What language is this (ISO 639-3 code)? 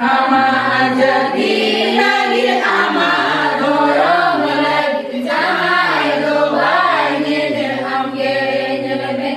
sat